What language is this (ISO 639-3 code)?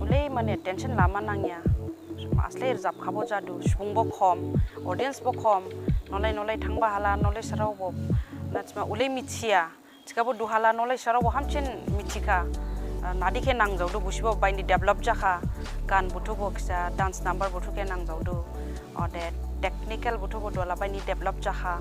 dis